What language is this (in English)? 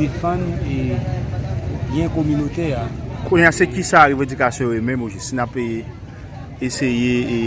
Haitian Creole